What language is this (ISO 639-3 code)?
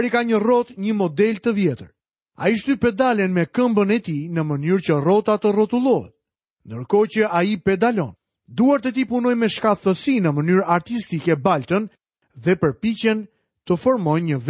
sqi